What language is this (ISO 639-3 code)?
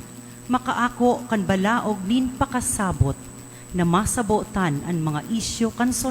bik